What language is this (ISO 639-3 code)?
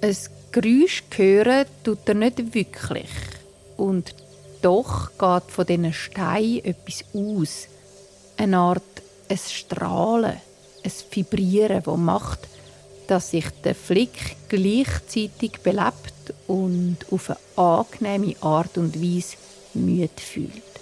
gsw